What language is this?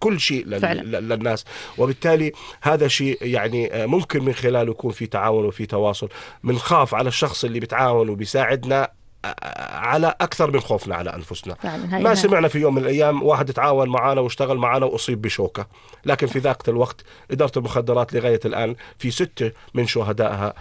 North Levantine Arabic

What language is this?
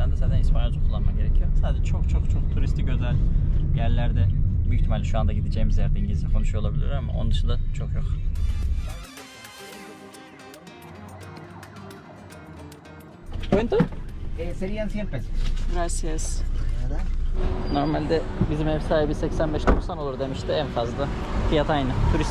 Turkish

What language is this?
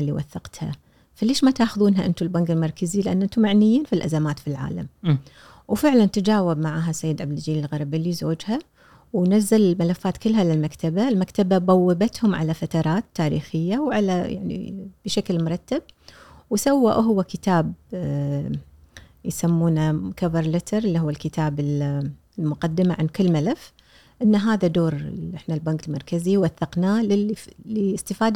Gulf Arabic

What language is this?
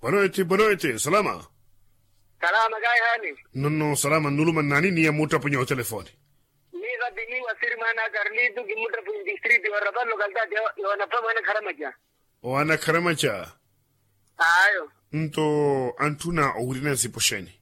Makhuwa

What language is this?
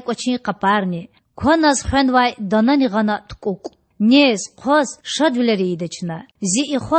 Lezghian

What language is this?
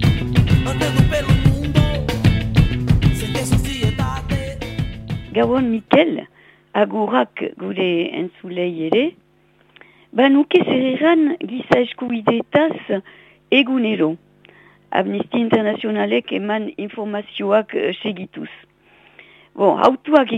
Basque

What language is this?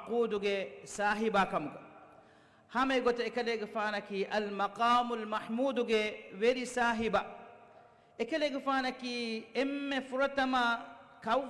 Divehi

